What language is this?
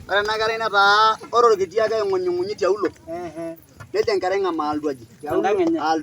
Masai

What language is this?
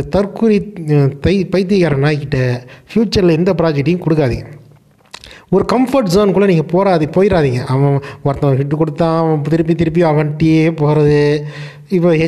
Tamil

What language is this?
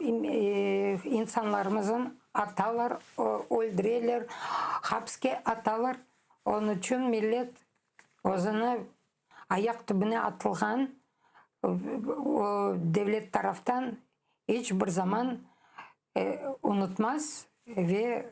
Crimean Tatar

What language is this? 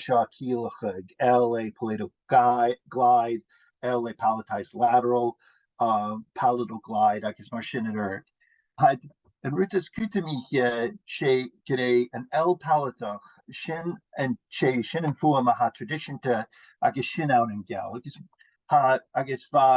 Scottish Gaelic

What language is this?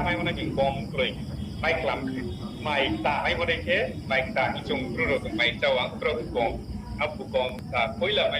Riang (India)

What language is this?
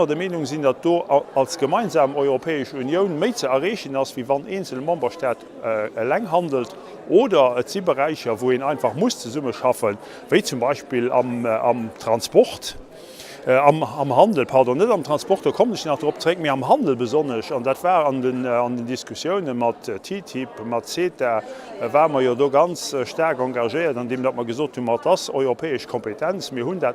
Luxembourgish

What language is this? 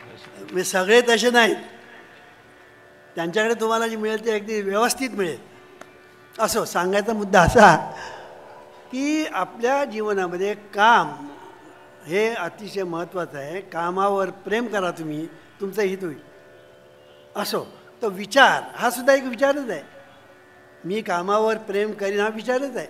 Marathi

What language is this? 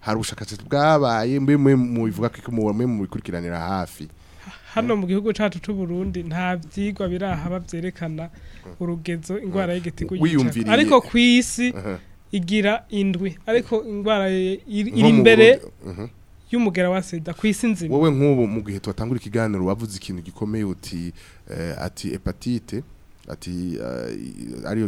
Rundi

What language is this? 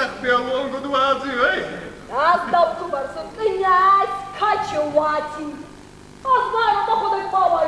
Ossetic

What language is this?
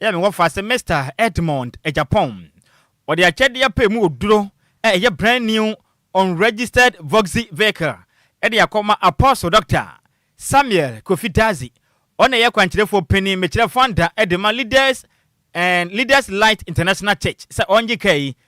Akan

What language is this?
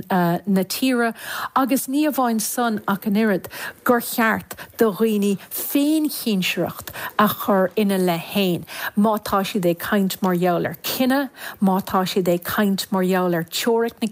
Irish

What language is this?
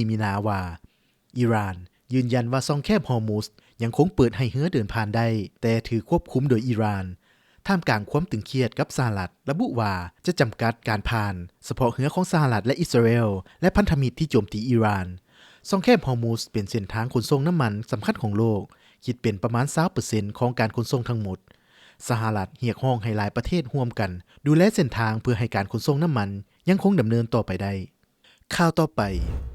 Lao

